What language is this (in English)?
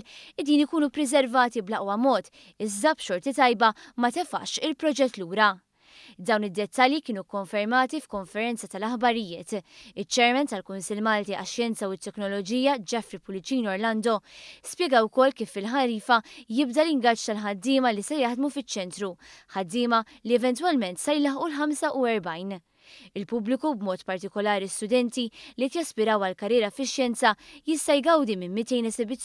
Maltese